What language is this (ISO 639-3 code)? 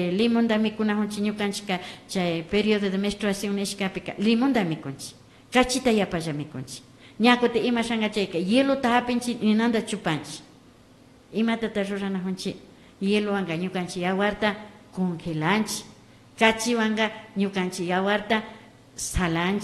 qvi